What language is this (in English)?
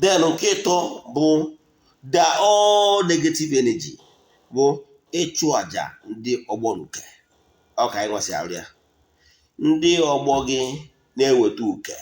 Igbo